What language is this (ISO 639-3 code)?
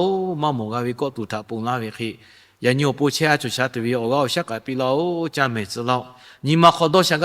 lhu